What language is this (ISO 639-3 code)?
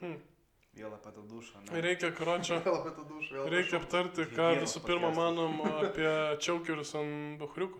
lit